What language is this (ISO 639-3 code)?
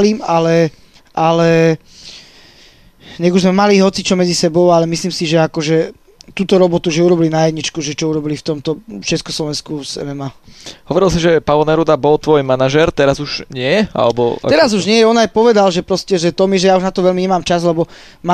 slk